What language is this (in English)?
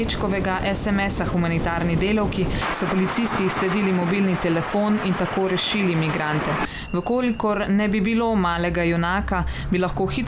Slovenian